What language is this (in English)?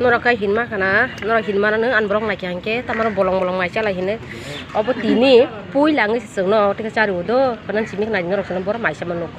Kok Borok